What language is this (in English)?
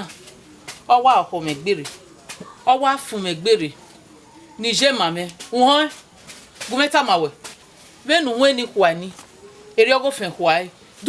Bini